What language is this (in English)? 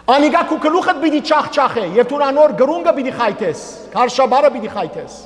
Western Armenian